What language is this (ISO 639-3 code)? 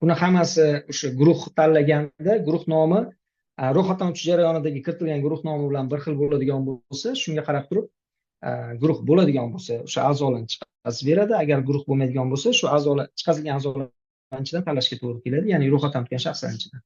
uzb